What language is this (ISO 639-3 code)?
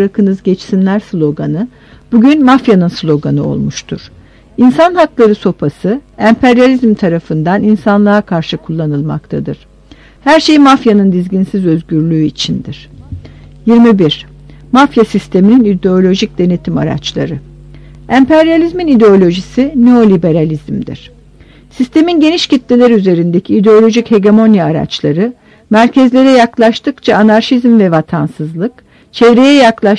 tur